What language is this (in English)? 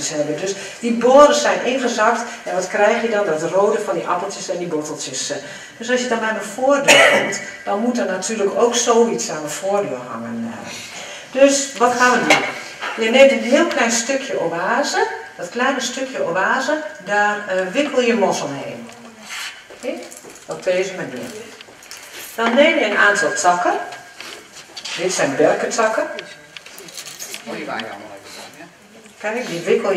Dutch